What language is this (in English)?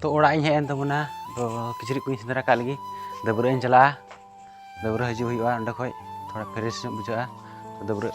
Santali